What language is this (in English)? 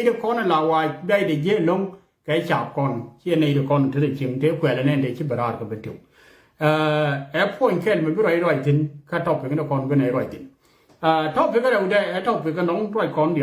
Nuer